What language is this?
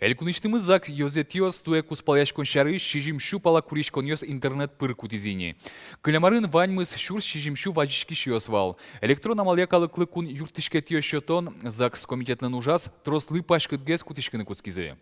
Udmurt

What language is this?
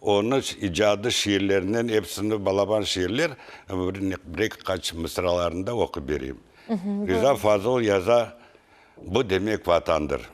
Crimean Tatar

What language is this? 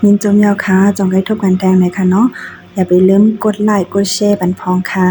Shan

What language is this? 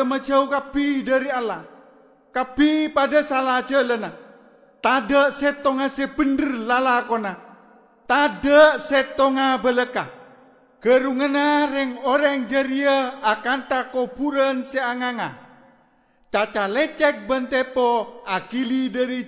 Madurese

